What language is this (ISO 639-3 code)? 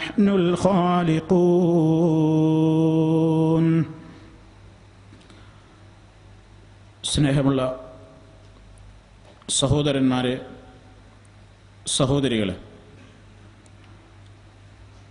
mal